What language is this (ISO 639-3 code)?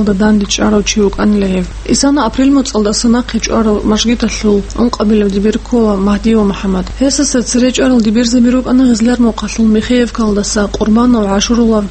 ava